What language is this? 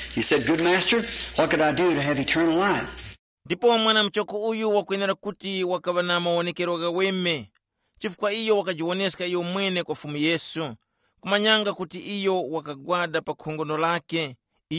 Tumbuka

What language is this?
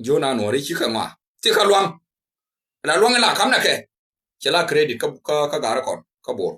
Nuer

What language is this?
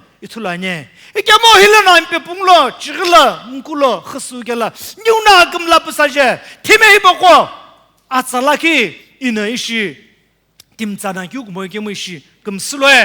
Sumi Naga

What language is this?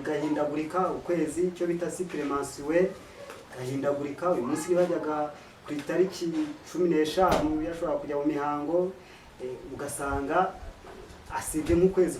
Kinyarwanda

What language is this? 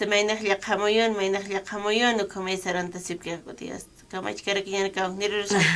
Aymara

